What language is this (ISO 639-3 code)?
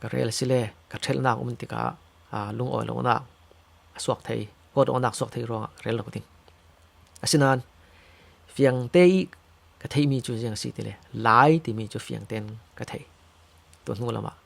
cfm